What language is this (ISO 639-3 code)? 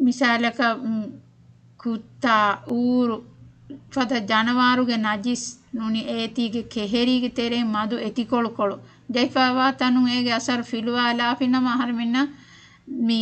div